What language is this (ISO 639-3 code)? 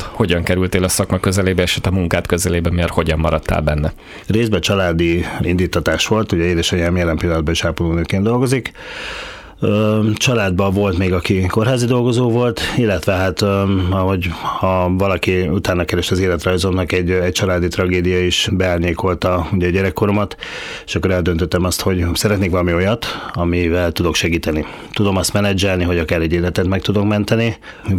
hun